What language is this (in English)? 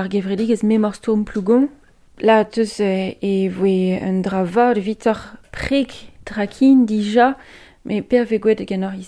Breton